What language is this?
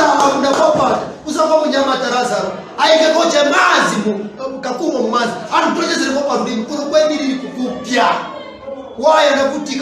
Nyanja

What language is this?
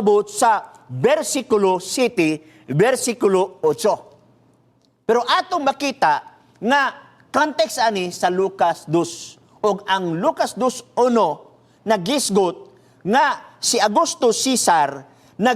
Cebuano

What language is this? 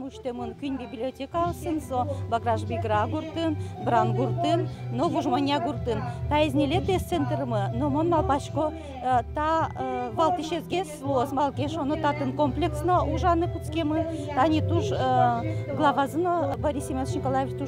Udmurt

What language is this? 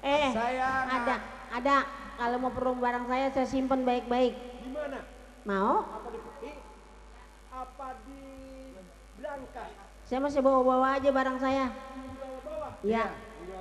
Betawi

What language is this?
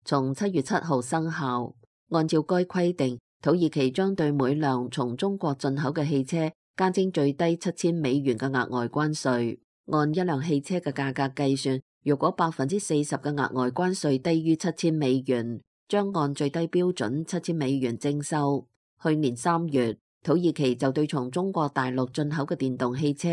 Cantonese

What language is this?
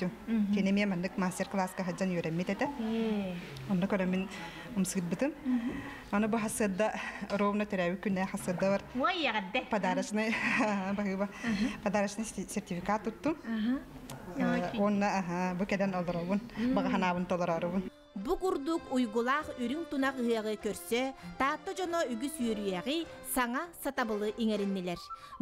Yakut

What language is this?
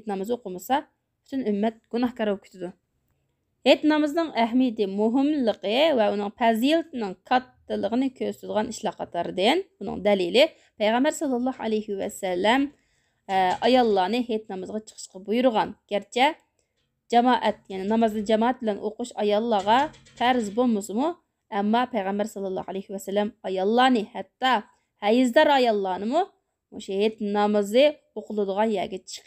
Uyghur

